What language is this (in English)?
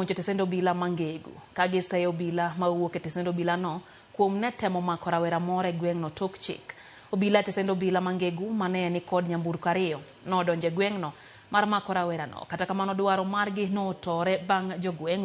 Luo (Kenya and Tanzania)